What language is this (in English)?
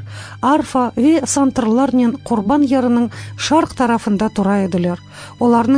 Crimean Tatar